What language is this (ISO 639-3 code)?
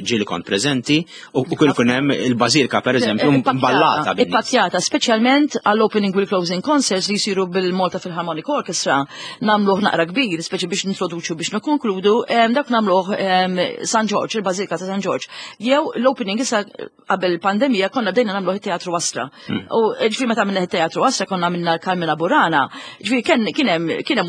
mlt